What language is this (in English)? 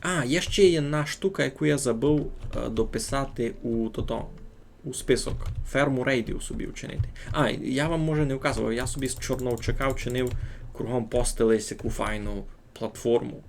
Rusyn